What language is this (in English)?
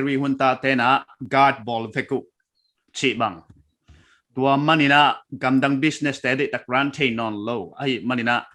Paite Chin